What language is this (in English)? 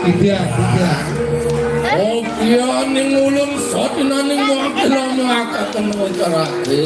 Balinese